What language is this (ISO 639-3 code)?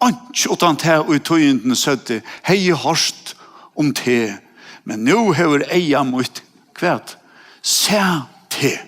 fao